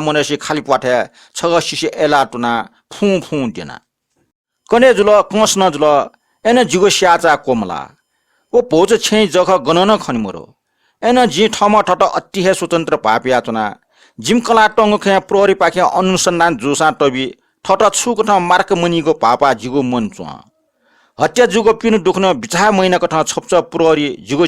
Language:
Newari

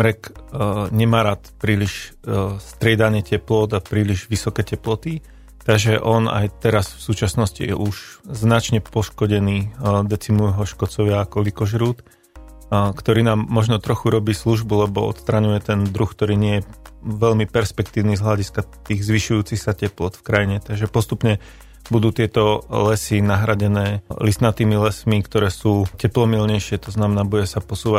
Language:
Slovak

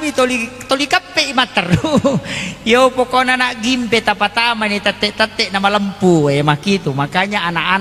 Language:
Buginese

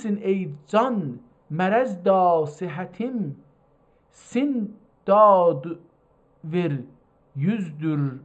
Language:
South Azerbaijani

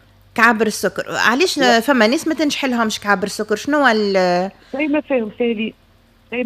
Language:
Tunisian Arabic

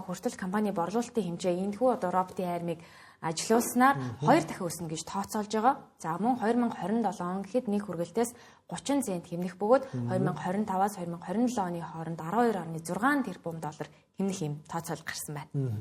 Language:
Mongolian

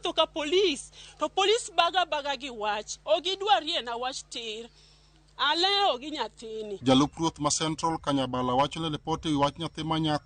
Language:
Luo (Kenya and Tanzania)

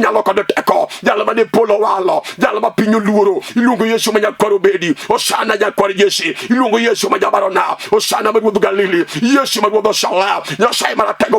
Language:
Luo (Kenya and Tanzania)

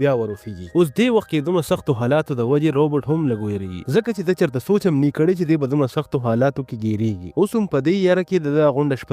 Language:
Pashto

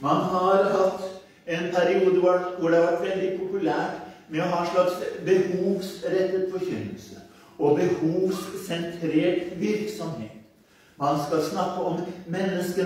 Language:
Norwegian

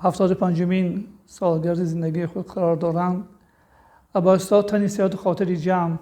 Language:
Tajik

